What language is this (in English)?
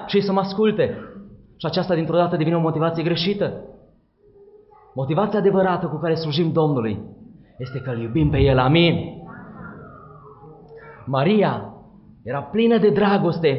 Romanian